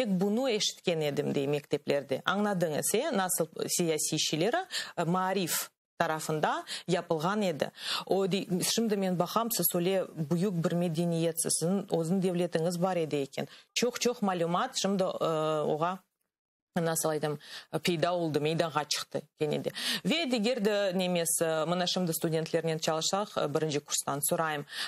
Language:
Crimean Tatar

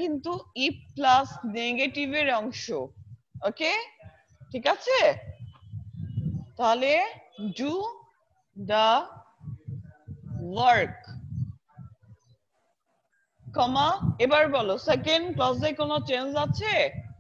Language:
Bangla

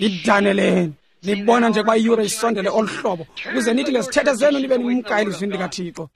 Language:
Xhosa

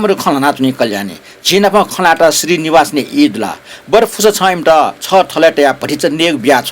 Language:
Newari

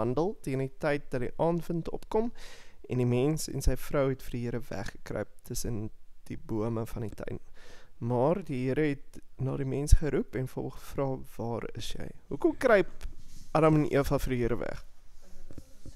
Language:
Afrikaans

